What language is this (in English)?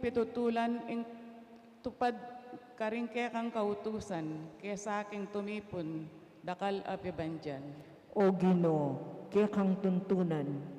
Pampanga